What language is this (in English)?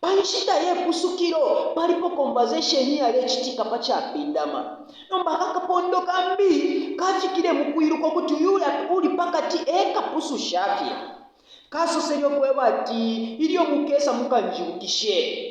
Bemba